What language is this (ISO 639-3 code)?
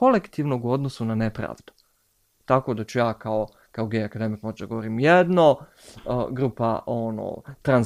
bos